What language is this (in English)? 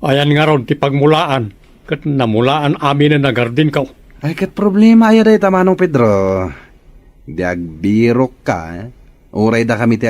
Iloko